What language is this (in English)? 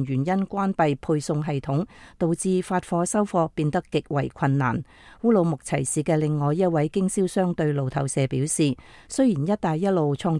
Cantonese